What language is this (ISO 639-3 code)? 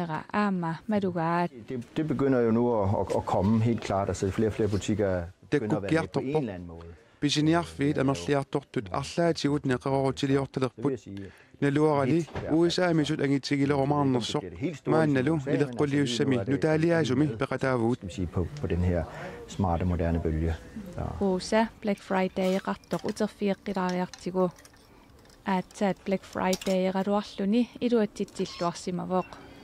kal